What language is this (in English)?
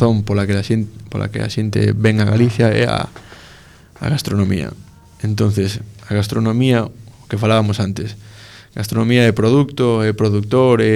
Galician